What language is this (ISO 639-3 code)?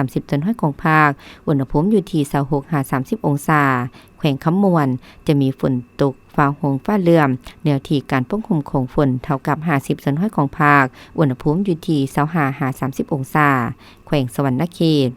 lao